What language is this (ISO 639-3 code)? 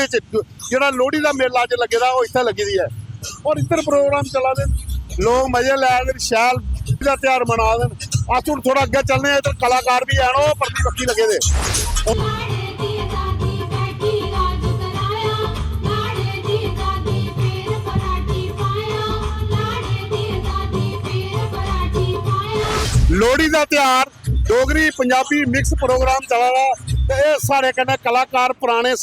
doi